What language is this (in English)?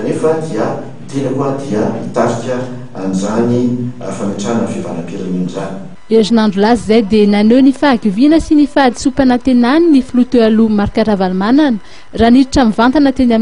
Malagasy